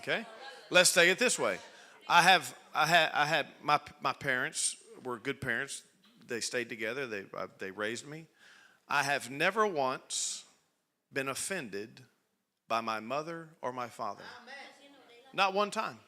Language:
English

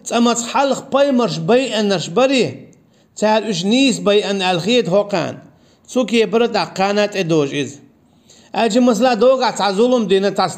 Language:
Chechen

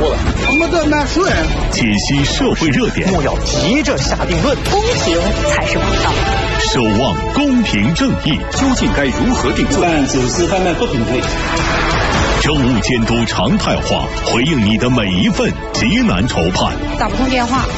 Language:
Chinese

